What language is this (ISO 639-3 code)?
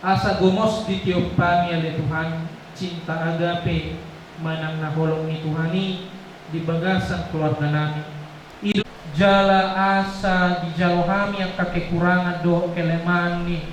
bbc